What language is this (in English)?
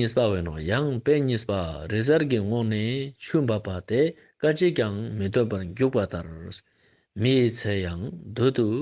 Ladakhi